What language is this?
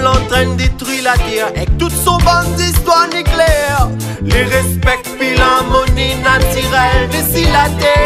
Réunion Creole French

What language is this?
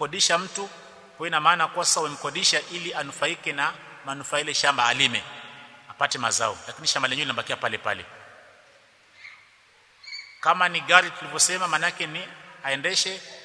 Swahili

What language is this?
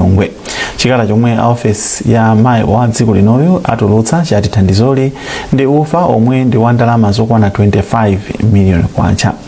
Nyanja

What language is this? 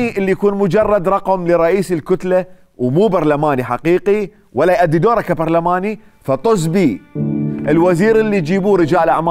Mesopotamian Arabic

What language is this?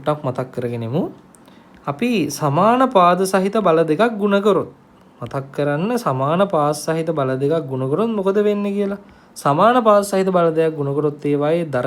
Sinhala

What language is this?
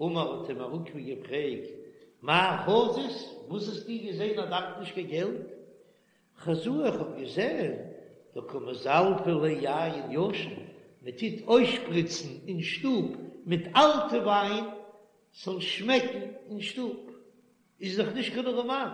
Yiddish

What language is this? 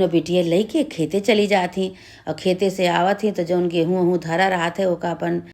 Awadhi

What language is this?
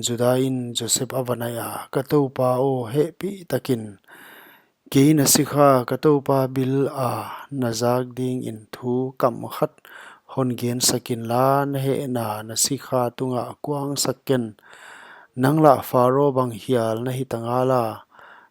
Paite Chin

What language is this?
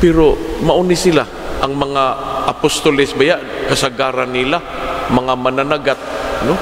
Cebuano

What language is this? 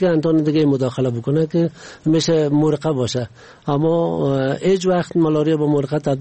Persian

